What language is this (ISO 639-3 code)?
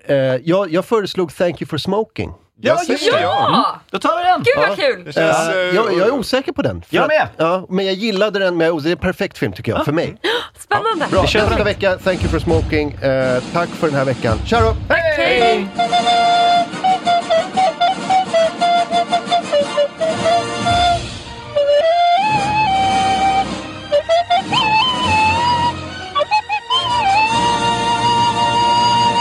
swe